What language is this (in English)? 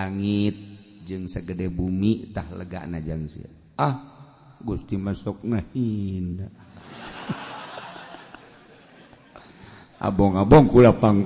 Sundanese